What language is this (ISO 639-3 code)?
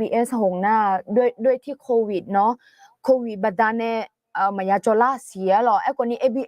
ahk